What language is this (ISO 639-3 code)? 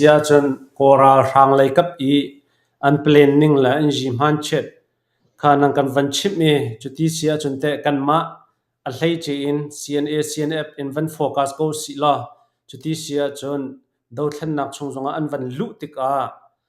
cnh